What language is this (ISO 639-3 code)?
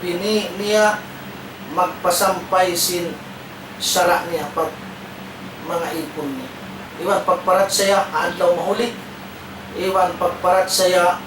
tsg